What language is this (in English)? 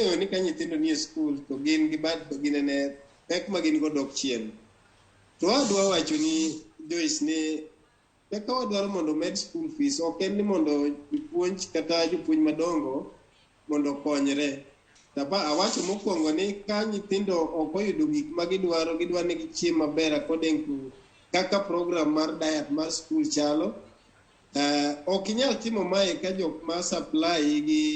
Luo (Kenya and Tanzania)